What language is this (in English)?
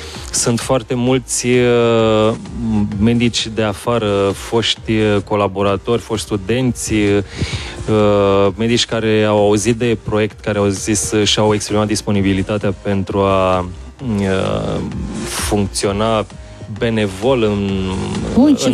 Romanian